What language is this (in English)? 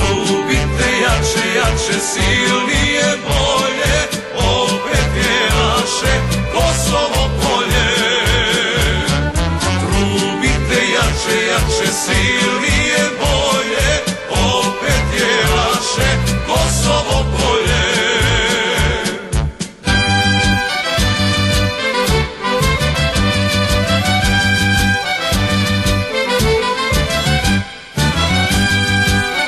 Serbian